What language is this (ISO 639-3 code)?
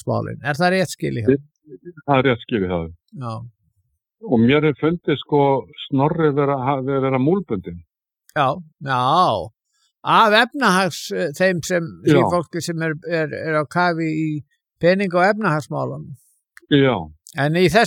isl